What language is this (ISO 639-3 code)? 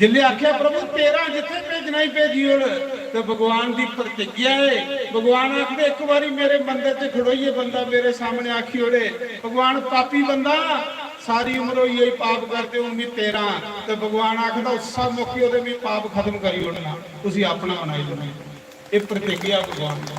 doi